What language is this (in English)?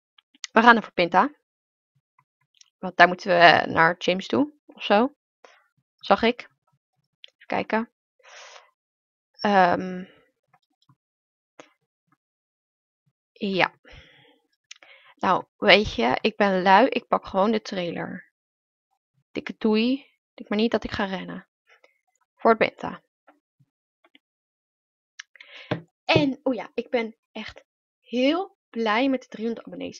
Dutch